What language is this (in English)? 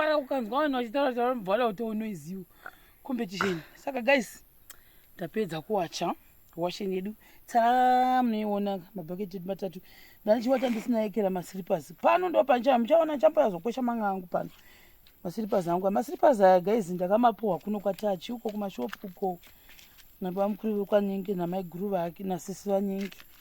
Shona